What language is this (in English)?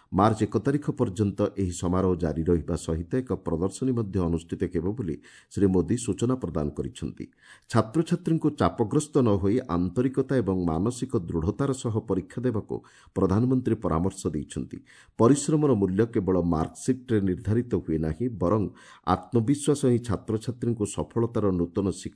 Odia